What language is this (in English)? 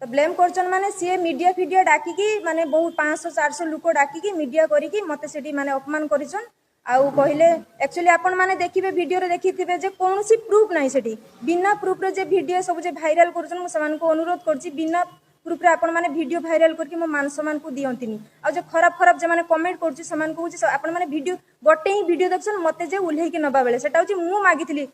Odia